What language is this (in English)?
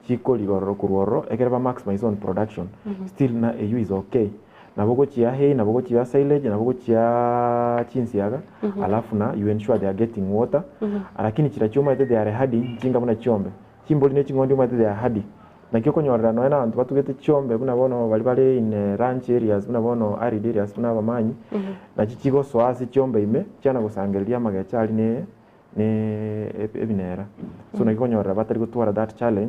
Gusii